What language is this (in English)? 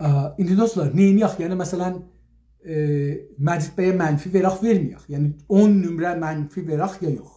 South Azerbaijani